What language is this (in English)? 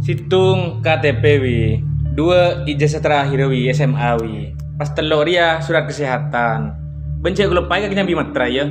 Madurese